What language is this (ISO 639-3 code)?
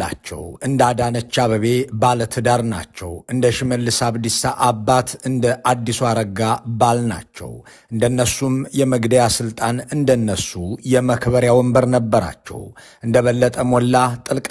amh